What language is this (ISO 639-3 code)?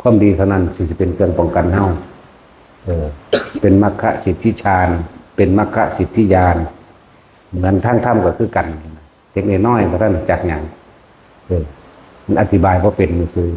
lao